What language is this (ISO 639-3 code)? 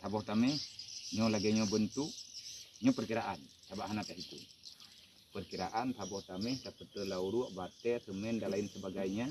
ace